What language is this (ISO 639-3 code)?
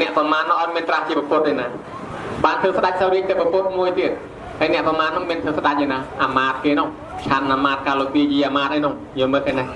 khm